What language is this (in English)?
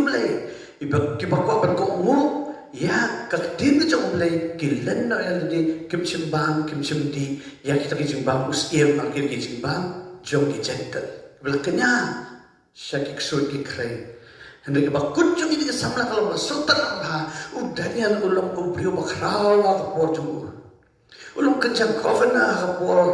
Khasi